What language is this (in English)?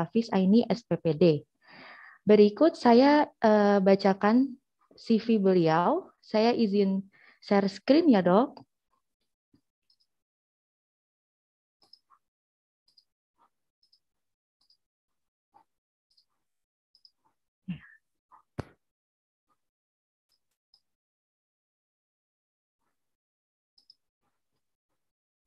Indonesian